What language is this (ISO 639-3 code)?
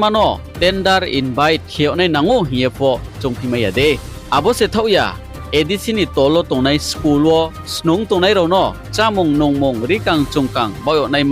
ria